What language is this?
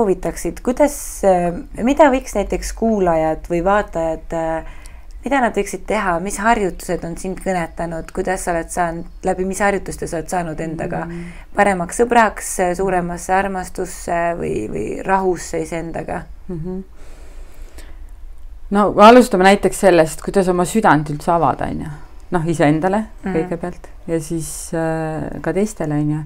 Estonian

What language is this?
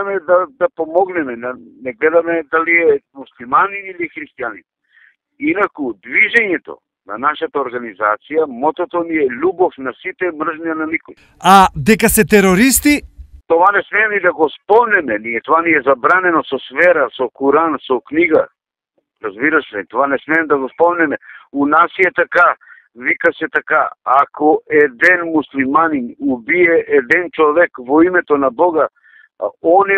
Macedonian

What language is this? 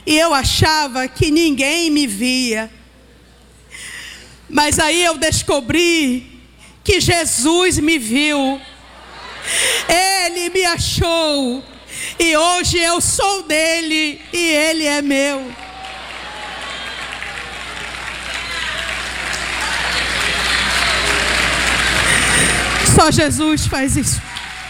Portuguese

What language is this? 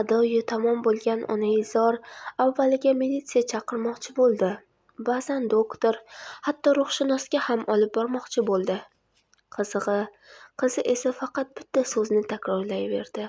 Uzbek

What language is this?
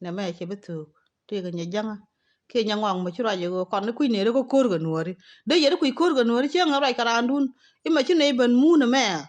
Nuer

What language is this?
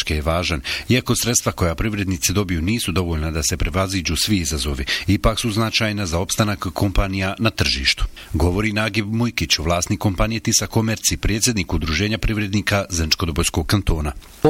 Bosnian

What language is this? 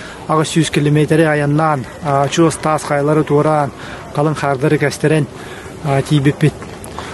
Yakut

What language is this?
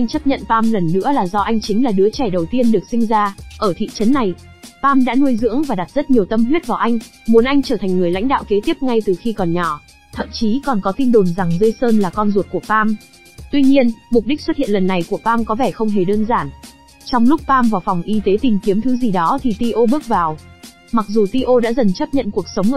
Vietnamese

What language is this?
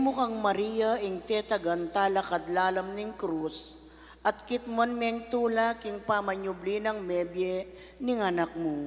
Pampanga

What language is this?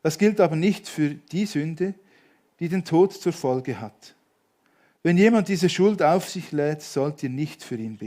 Swiss German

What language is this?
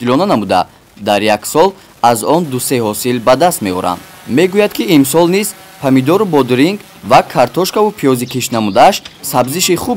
Tajik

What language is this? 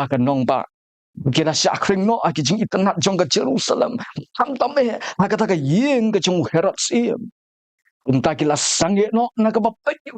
Khasi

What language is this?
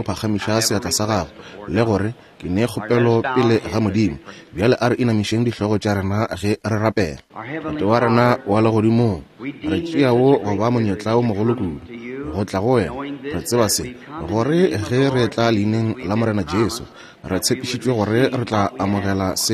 Northern Sotho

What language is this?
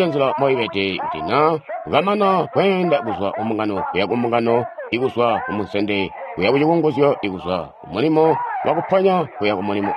Tonga (Zambia)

